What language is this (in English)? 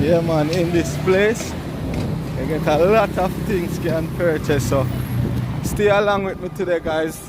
Jamaican Creole English